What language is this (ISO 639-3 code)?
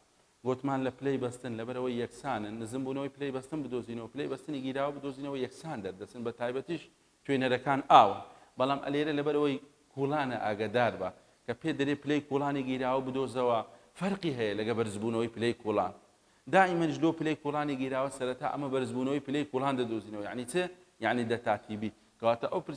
ckb